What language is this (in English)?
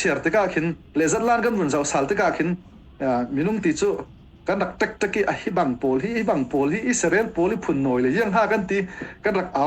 Falam Chin